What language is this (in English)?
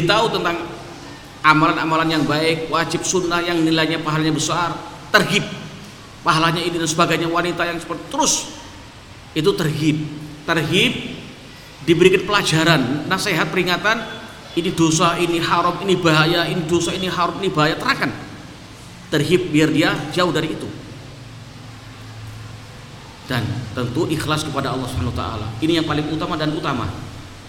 Indonesian